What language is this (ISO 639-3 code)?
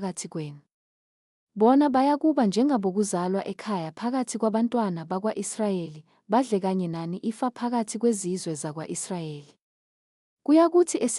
zul